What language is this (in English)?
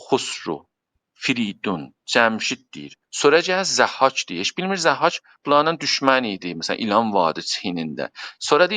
South Azerbaijani